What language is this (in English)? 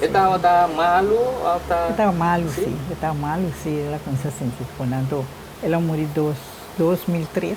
Papiamento